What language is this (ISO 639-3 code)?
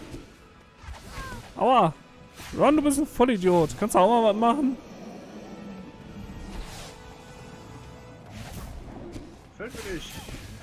deu